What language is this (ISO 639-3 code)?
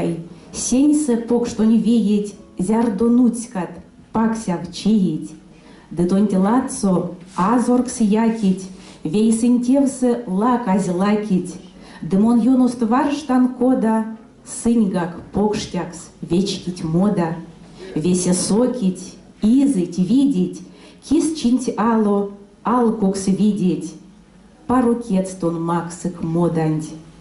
myv